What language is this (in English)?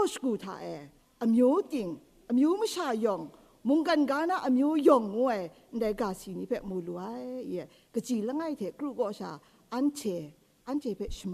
Kachin